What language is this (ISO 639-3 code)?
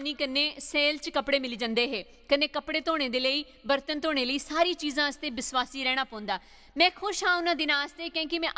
doi